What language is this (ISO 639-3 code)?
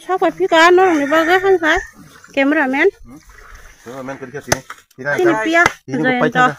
trp